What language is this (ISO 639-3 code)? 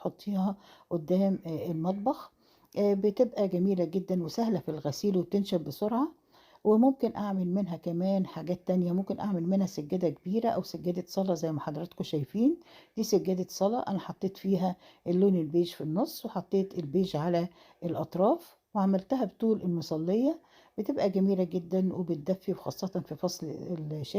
arz